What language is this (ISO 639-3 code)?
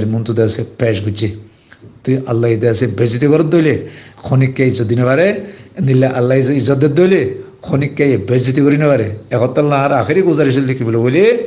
rhg